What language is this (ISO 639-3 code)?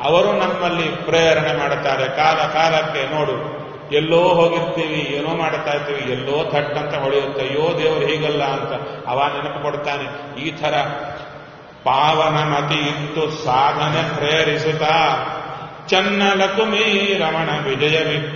kan